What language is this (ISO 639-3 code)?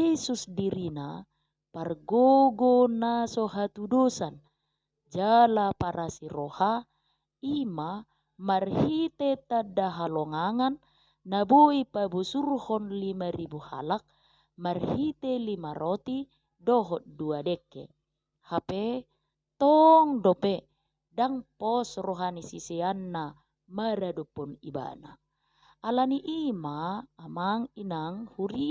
bbc